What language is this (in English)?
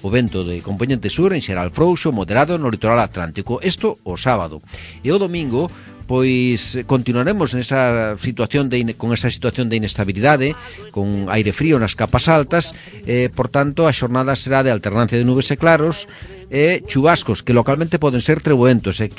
Galician